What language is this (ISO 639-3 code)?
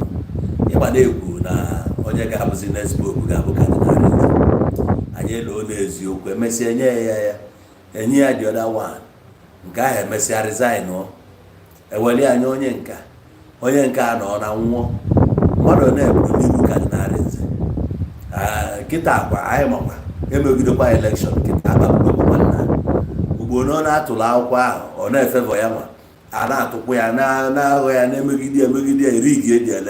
ibo